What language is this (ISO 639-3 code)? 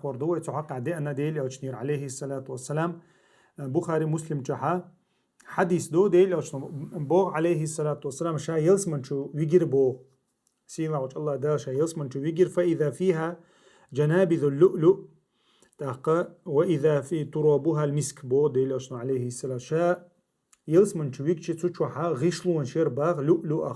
che